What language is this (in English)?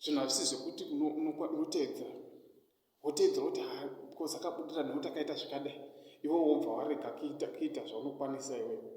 Shona